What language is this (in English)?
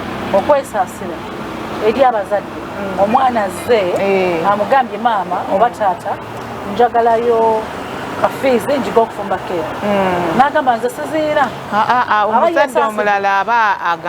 Ganda